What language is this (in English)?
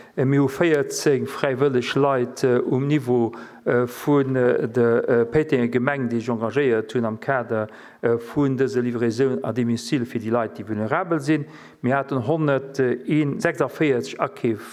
Luxembourgish